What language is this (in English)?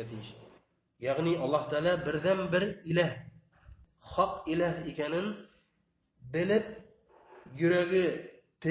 Bashkir